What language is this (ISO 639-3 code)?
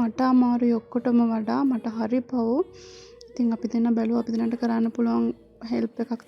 sin